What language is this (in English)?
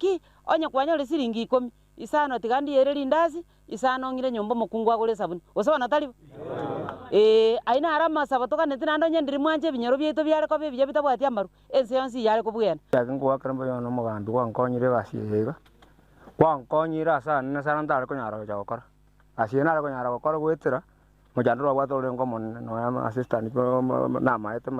Gusii